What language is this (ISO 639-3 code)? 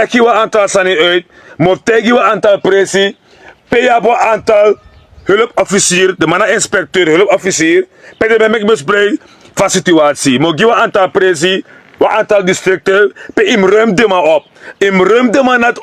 srn